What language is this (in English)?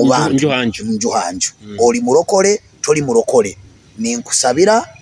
Nyoro